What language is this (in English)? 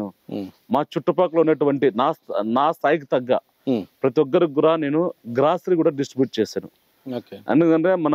Telugu